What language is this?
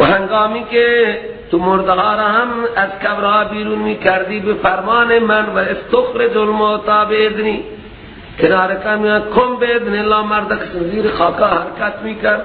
Persian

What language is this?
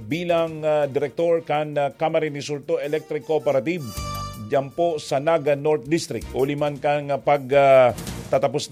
Bikol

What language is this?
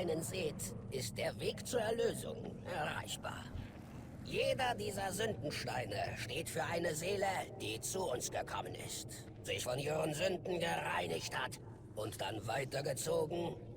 Swiss German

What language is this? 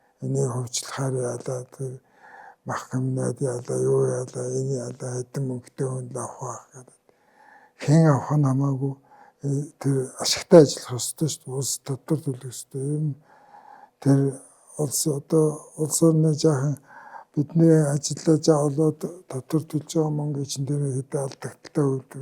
Mongolian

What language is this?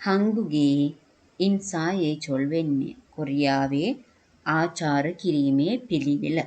Sinhala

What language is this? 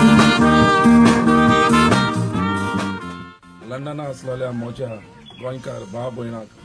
Konkani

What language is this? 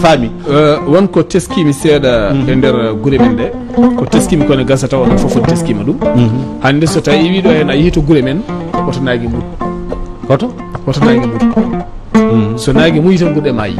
Fula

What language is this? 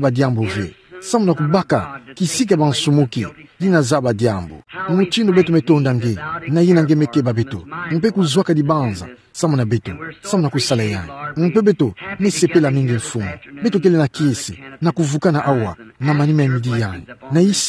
Kituba (Democratic Republic of Congo)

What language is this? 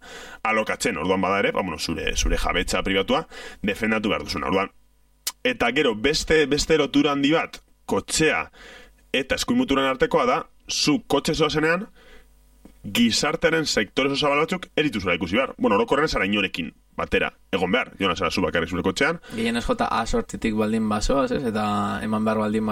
Basque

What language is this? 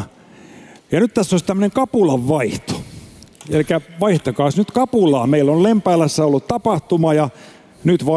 Finnish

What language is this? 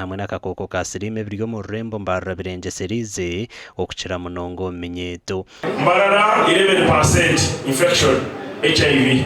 Nyankole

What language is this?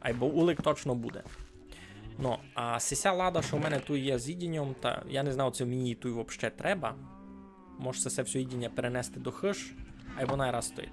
Rusyn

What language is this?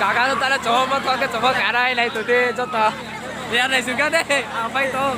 Riang (India)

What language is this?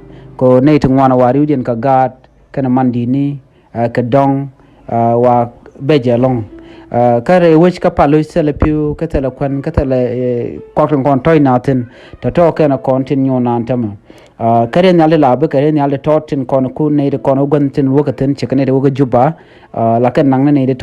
Nuer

